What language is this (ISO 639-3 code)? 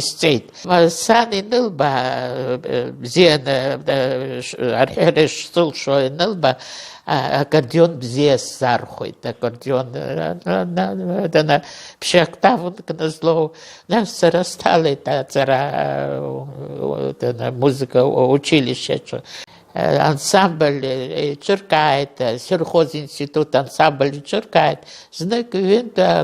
abk